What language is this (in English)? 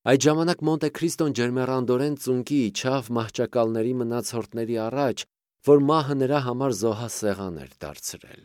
Armenian